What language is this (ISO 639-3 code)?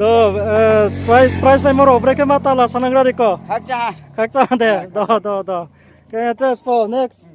ria